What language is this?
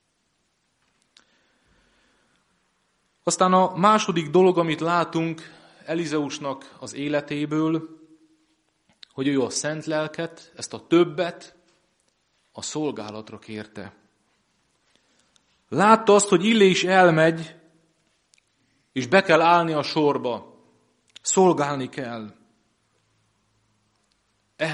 Hungarian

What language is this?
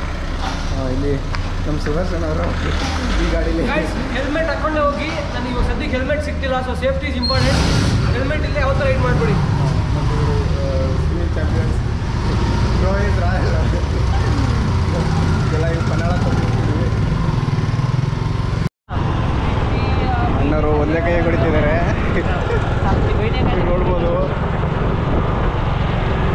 Kannada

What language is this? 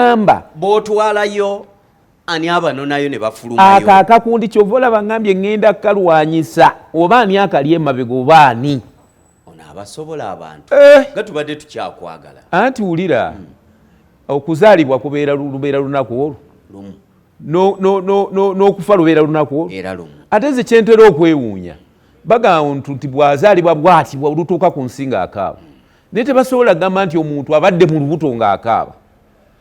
Ganda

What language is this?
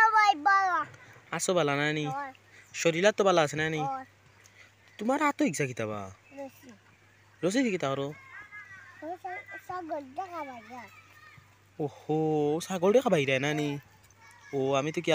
Sylheti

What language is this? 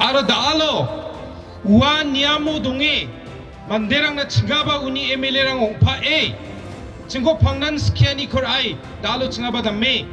Garo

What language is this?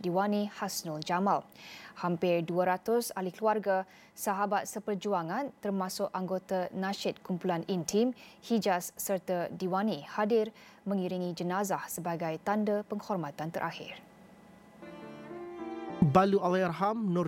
Malay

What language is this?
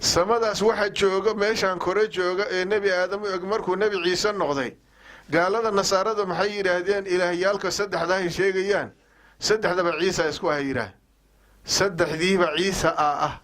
Somali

